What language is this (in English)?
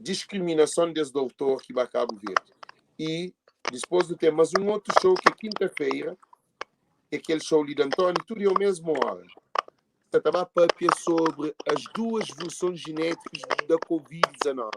Kabuverdianu